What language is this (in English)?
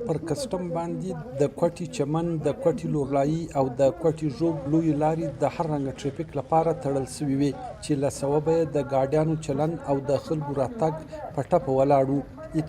Pashto